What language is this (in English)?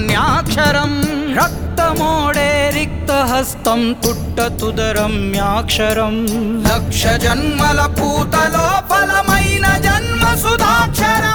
Telugu